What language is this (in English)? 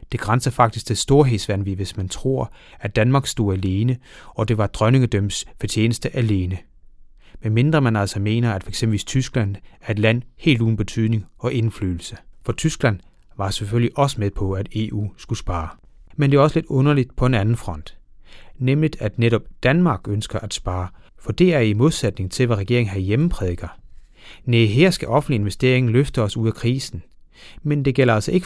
Danish